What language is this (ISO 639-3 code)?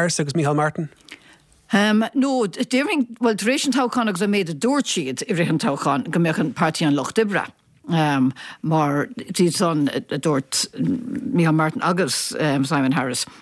gle